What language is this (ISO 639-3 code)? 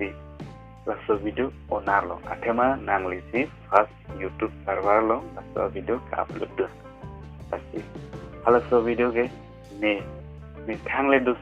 mjw